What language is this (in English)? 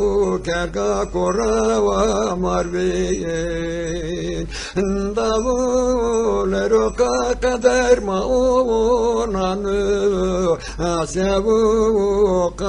Zaza